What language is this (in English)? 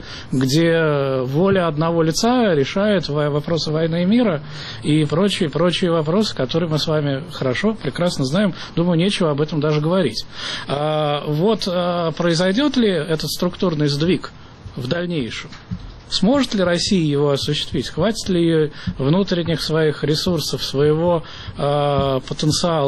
Russian